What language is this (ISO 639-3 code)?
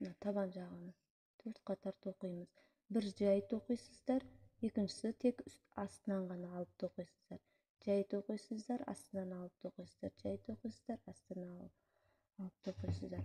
kaz